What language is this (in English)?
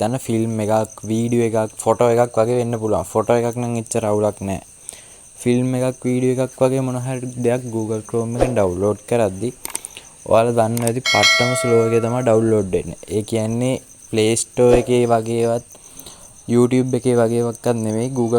Sinhala